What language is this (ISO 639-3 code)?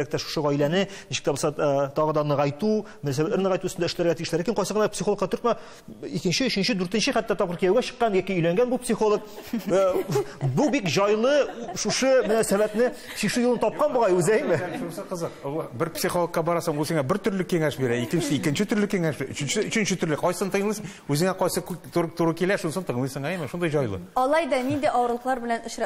tat